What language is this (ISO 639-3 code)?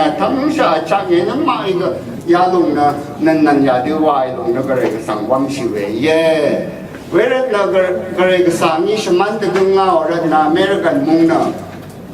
raw